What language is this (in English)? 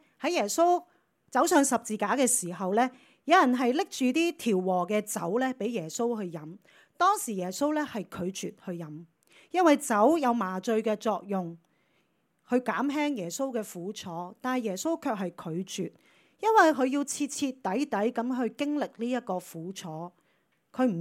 Cantonese